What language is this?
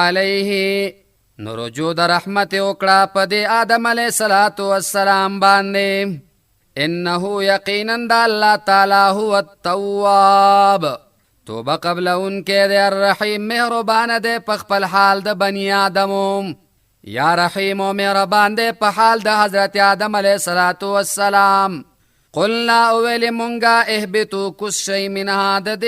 Pashto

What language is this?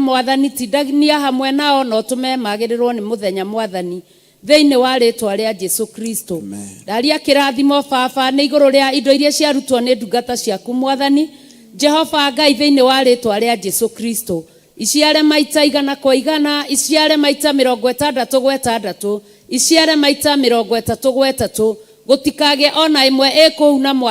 Kikuyu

